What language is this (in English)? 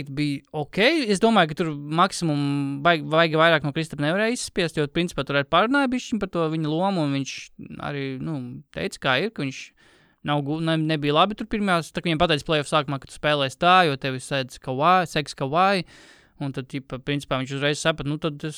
Latvian